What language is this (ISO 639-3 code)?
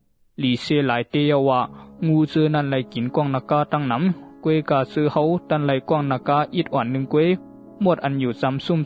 shn